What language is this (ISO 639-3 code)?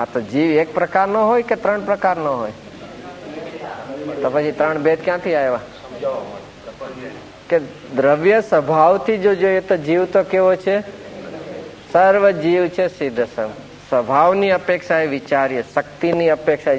guj